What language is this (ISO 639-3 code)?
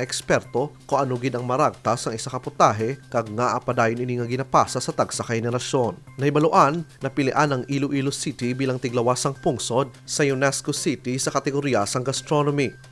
hil